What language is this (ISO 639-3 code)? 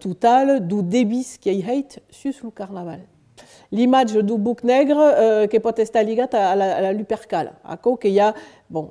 oci